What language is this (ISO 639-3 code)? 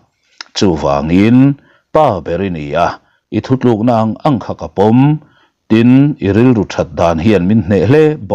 lus